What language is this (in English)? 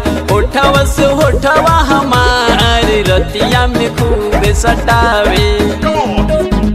Bhojpuri